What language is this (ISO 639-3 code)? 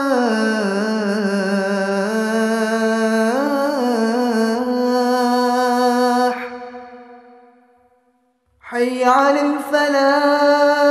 msa